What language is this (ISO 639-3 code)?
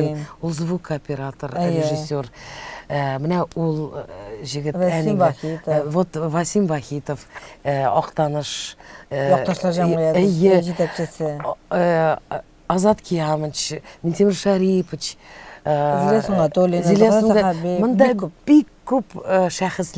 tat